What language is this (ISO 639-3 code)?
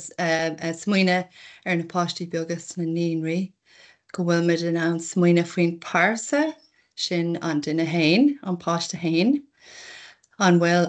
gle